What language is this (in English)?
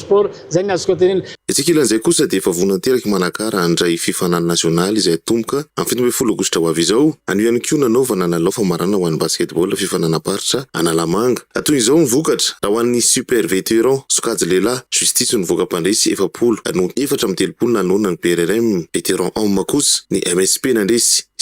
Malagasy